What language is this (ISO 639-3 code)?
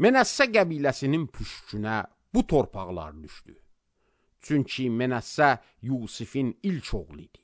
aze